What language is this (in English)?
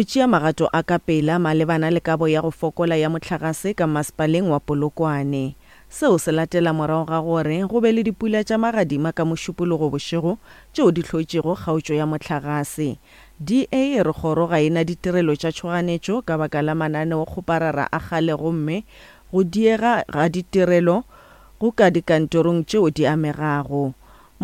Northern Sotho